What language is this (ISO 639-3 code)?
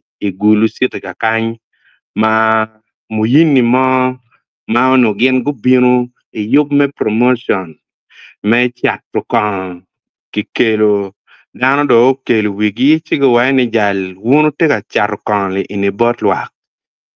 ach